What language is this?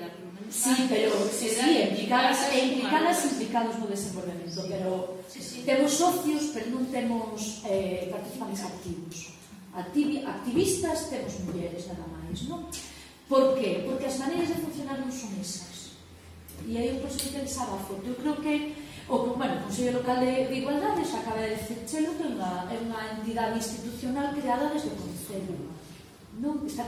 Galician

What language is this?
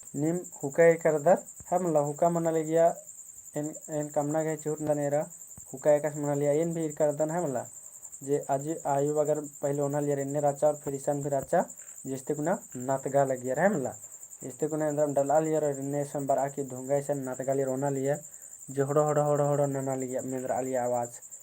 Kurukh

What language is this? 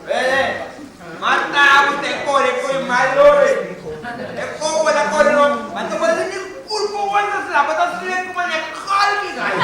Papiamento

